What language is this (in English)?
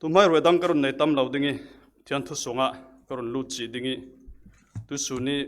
Falam Chin